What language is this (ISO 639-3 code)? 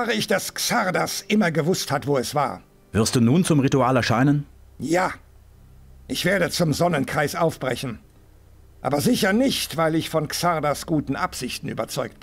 bar